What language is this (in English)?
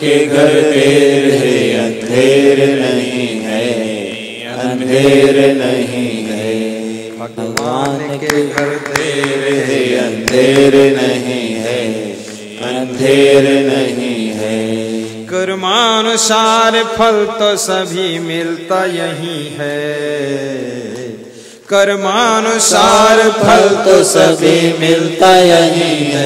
Hindi